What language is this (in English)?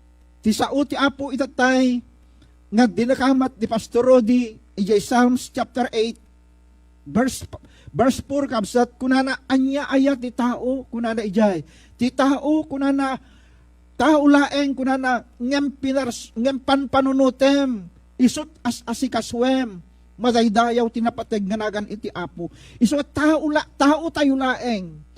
Iloko